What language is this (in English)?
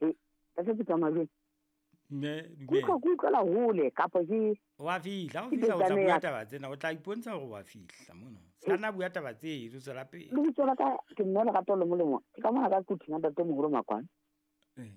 Southern Sotho